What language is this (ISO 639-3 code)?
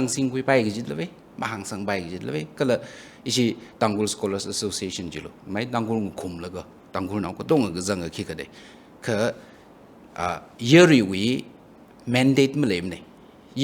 nmf